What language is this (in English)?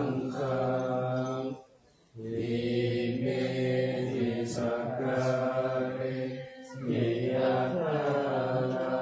Pali